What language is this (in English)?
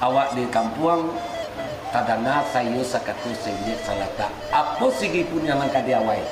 Minangkabau